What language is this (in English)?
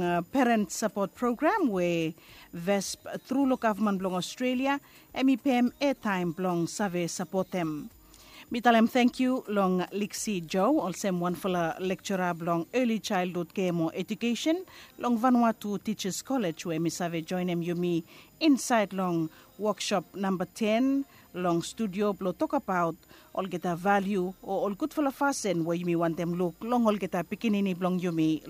Bislama